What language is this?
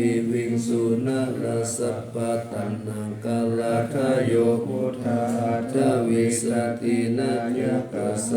Pali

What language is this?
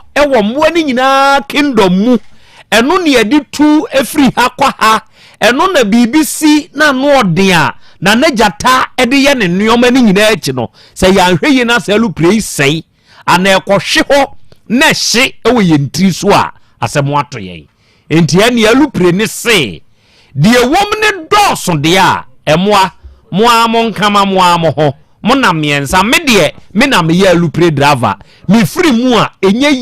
Akan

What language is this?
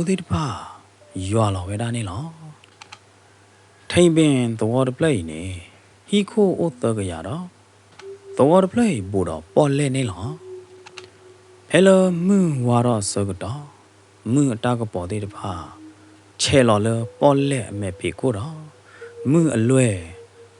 S'gaw Karen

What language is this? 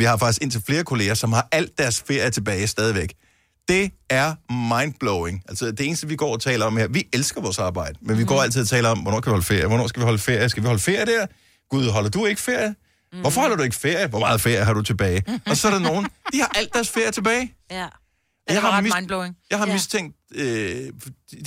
Danish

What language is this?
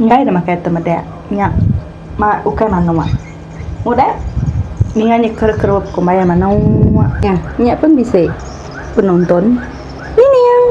Iban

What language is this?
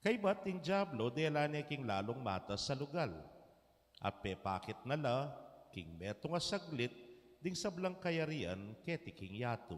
Pampanga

